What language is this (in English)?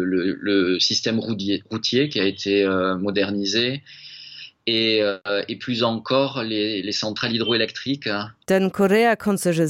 Luxembourgish